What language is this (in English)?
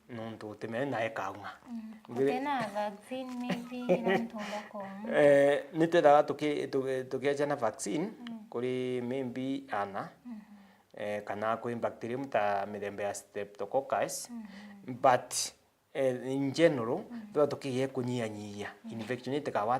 Meru